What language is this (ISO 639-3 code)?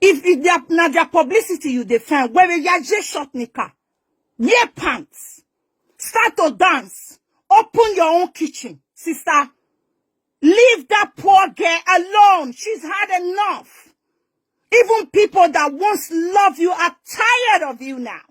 pcm